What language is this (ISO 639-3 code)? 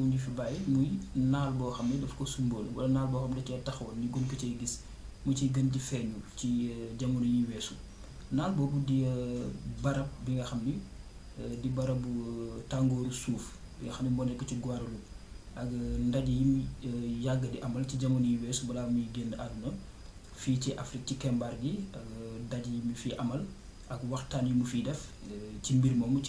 wol